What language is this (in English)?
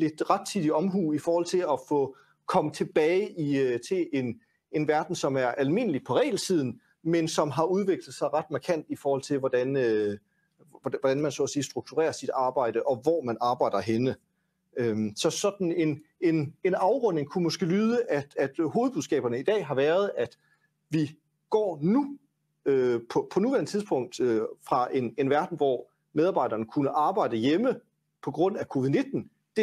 Danish